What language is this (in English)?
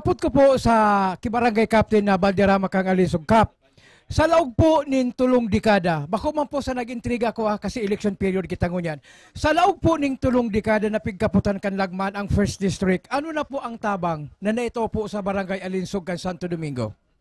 Bikol